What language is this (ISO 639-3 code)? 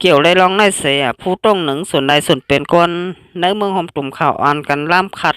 shn